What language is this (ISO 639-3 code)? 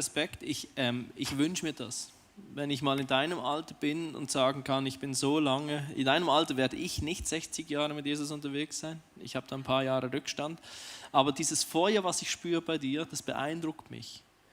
gsw